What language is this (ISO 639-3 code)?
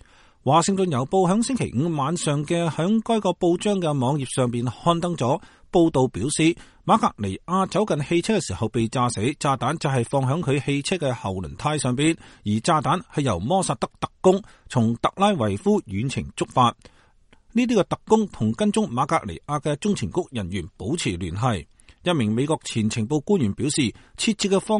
yue